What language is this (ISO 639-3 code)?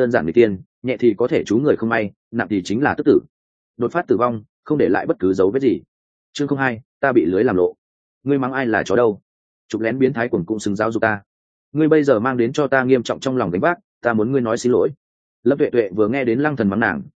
vie